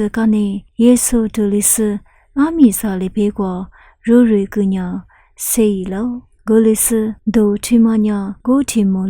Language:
Lisu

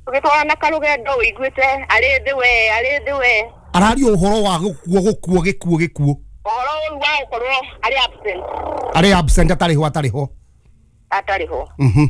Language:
Kikuyu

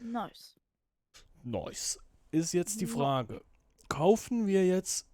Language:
Swiss German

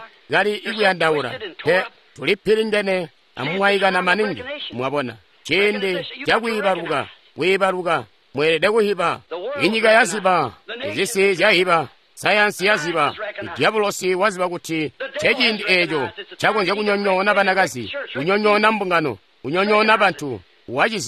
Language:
Tonga (Zambia)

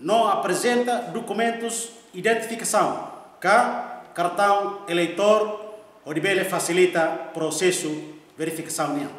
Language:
Tetum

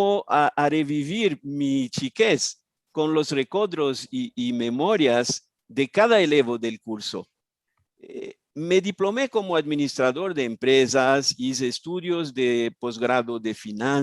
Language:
Ladino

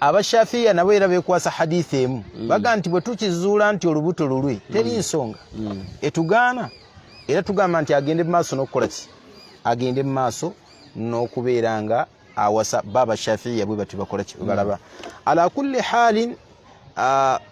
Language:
Ganda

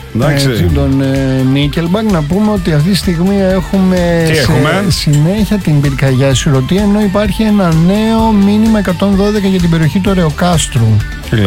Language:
Greek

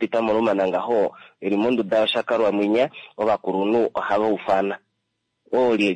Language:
Kuanyama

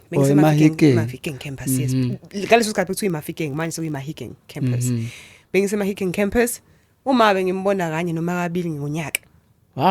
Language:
Zulu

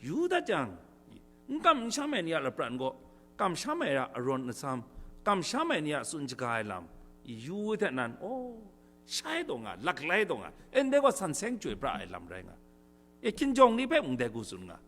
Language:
Kachin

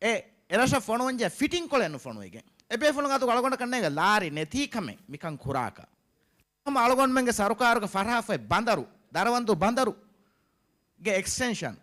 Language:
Divehi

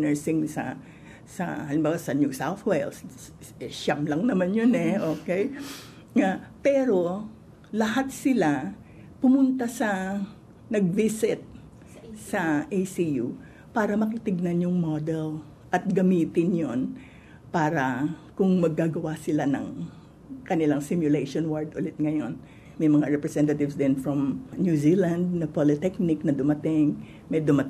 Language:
Filipino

